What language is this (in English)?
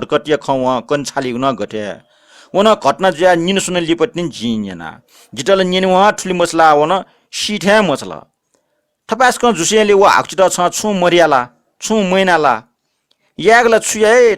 Newari